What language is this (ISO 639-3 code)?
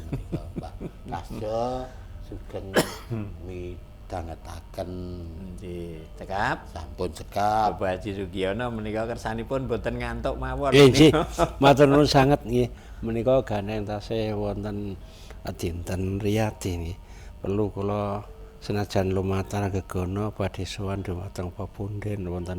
jav